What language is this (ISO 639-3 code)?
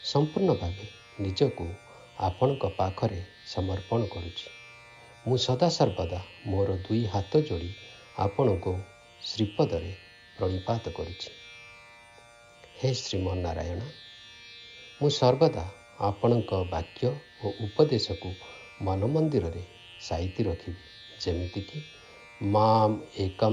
ori